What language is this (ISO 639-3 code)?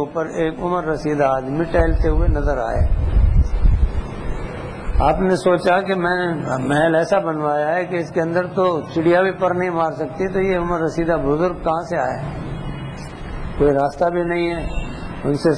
urd